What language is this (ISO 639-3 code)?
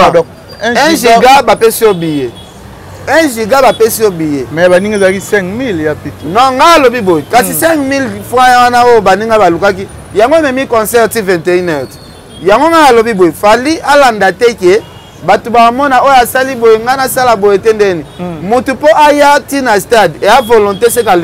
lin